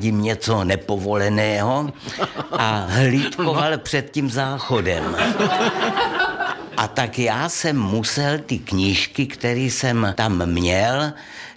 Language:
Czech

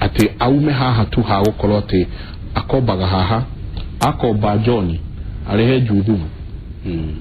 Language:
Kikuyu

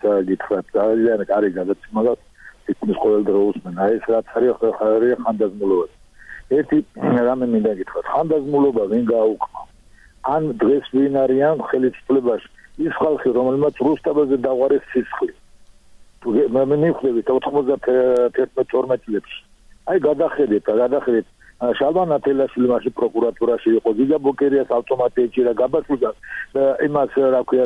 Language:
Georgian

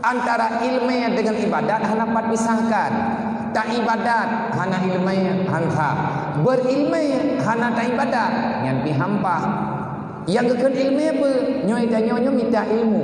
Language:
Achinese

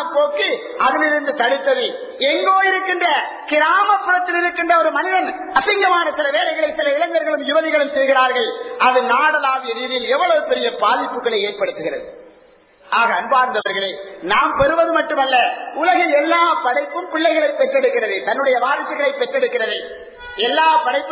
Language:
Tamil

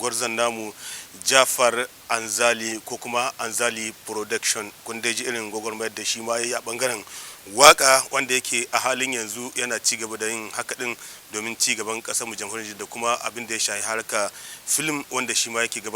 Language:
Hausa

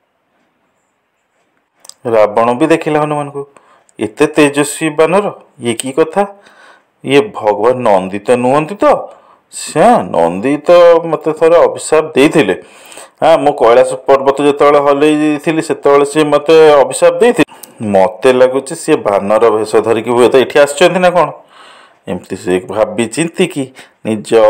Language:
Odia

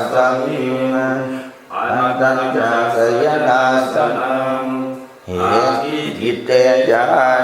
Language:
Pali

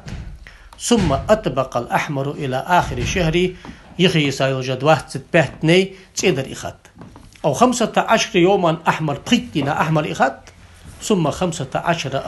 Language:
Ingush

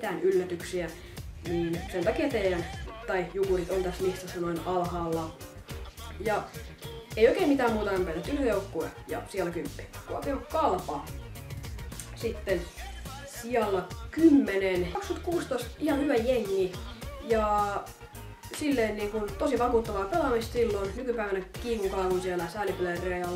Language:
Finnish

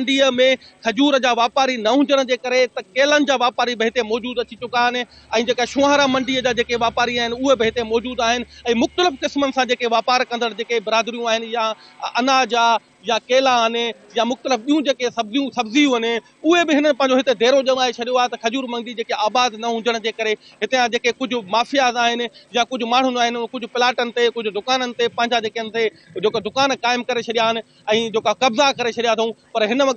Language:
Sindhi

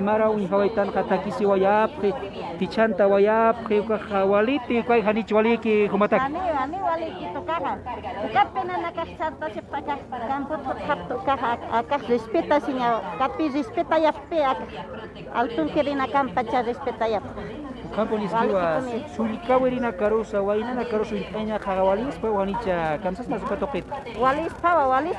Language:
Aymara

